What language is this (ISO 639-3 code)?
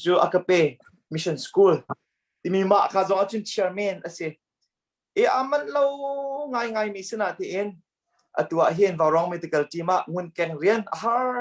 cnh